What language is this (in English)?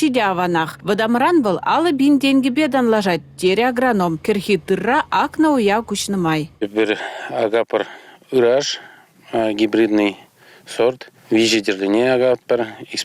Chuvash